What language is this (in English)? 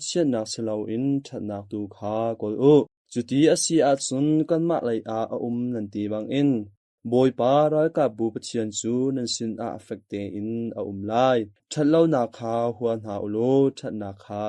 Hakha Chin